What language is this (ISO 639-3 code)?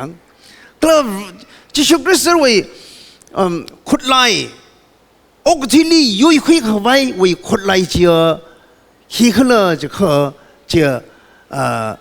nmf